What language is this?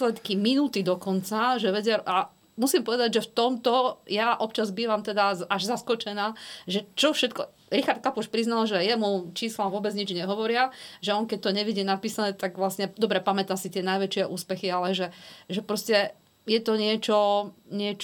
Slovak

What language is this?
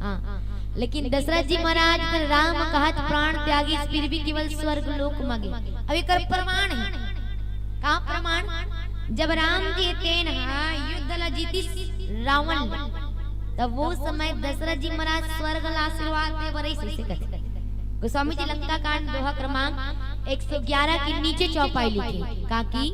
Chhattisgarhi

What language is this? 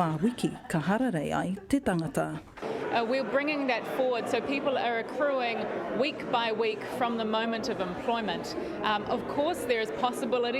Māori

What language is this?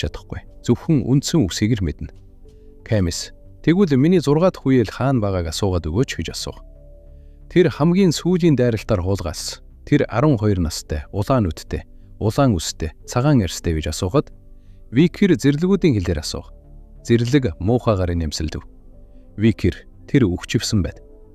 Mongolian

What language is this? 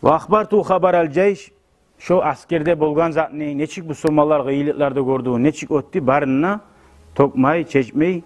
Kumyk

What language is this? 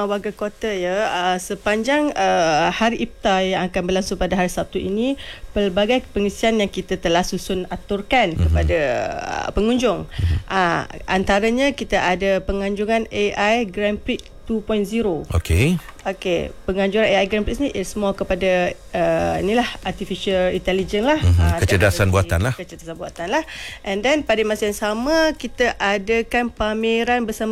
Malay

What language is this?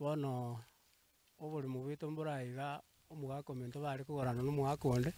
Gusii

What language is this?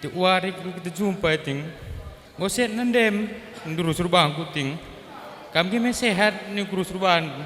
Batak Karo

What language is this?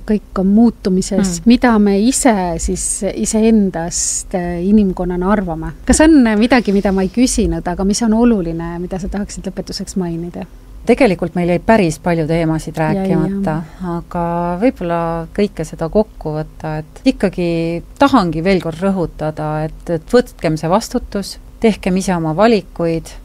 Estonian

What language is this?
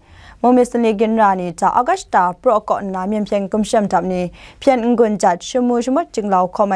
Kachin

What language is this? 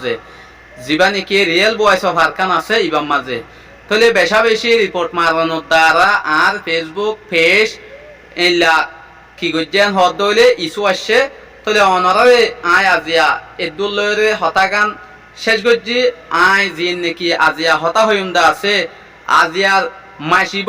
Rohingya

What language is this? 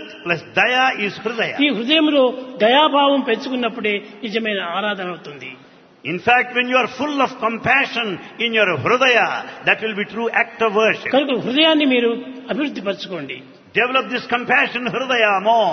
Telugu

